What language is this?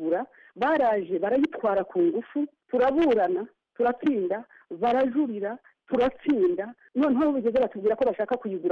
Kinyarwanda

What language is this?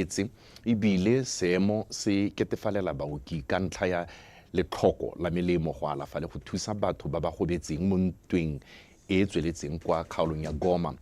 Tswana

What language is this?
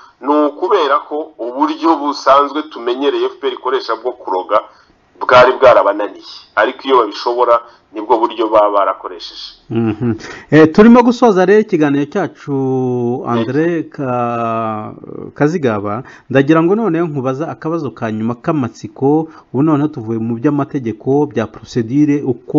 Kinyarwanda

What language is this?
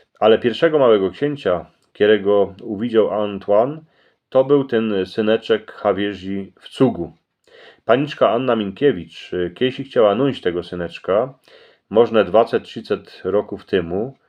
Silesian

